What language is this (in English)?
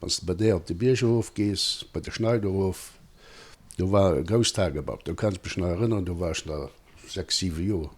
Luxembourgish